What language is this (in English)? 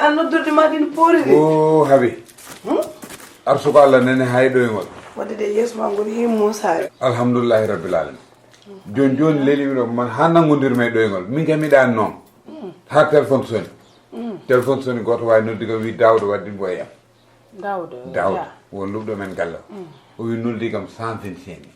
Fula